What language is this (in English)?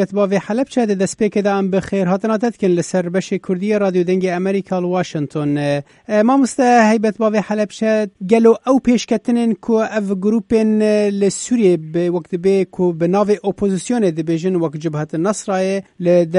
Kurdish